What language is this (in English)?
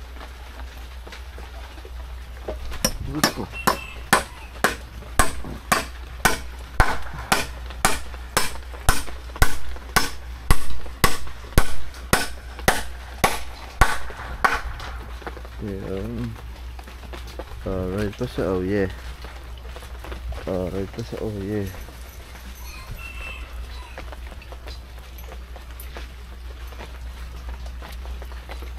Filipino